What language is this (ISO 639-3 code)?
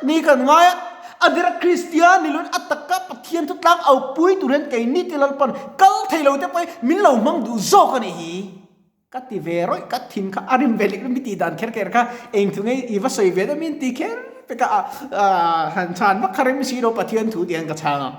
lus